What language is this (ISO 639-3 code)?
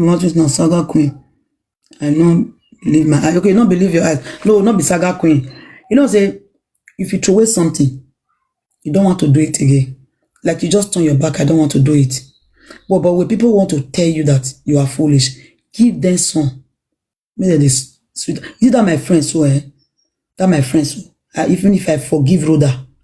pcm